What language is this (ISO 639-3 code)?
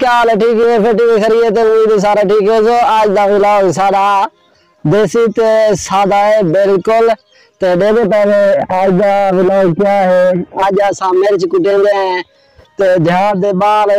skr